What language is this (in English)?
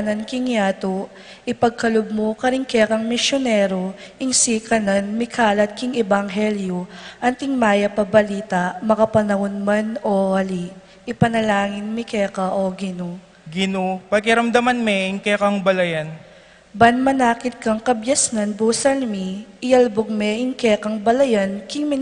Pampanga